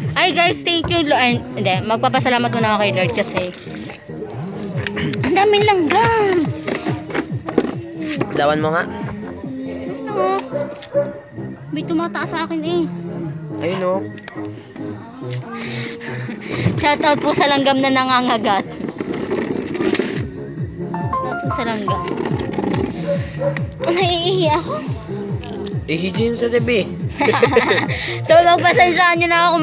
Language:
Filipino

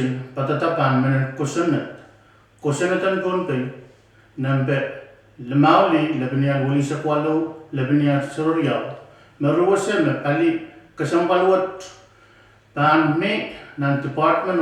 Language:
Pohnpeian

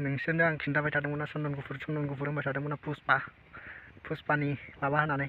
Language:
Bodo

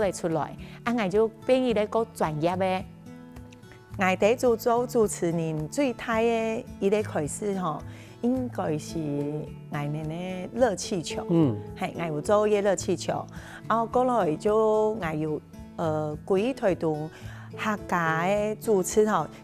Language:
Hakka Chinese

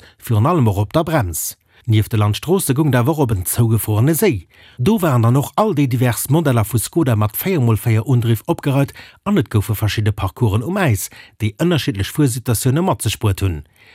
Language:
Luxembourgish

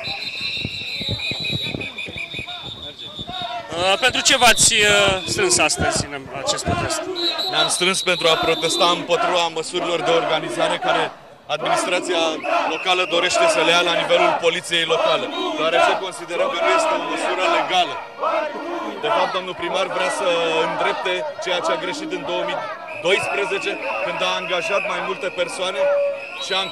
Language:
Romanian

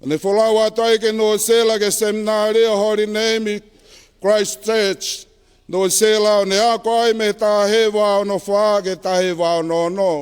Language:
Tongan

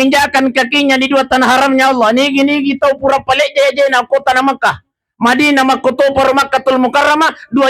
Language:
Buginese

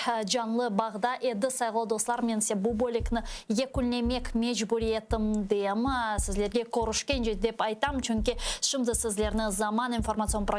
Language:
Crimean Tatar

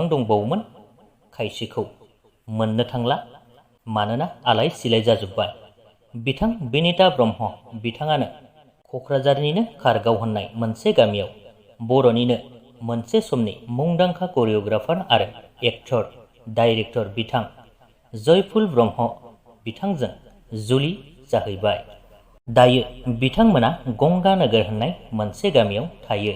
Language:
Bodo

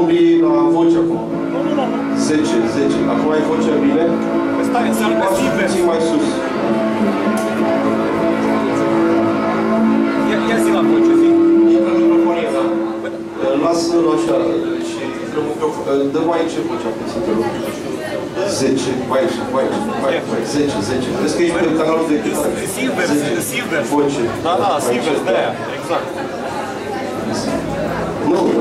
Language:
Romanian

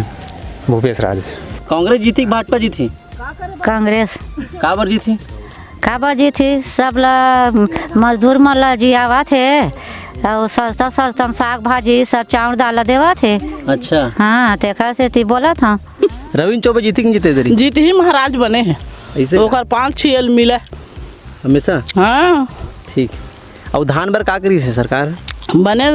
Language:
Chhattisgarhi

